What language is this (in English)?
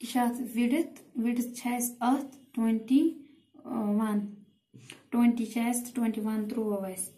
Kashmiri